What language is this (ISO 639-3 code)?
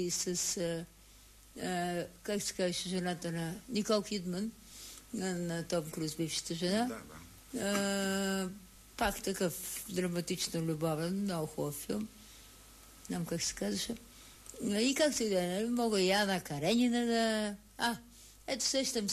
bul